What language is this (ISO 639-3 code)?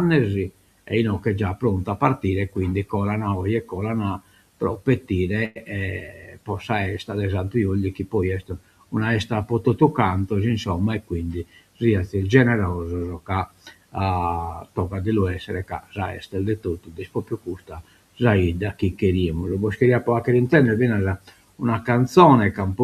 srd